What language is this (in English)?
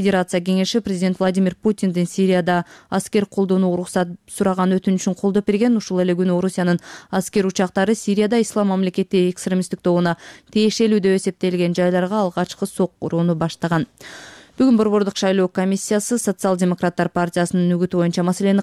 Kyrgyz